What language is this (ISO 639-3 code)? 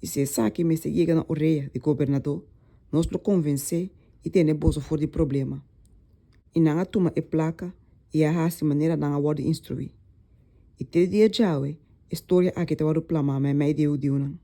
pap